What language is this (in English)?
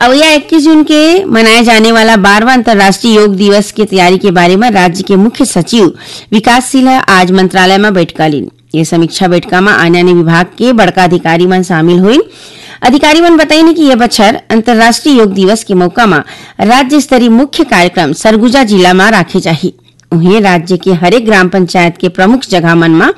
Chhattisgarhi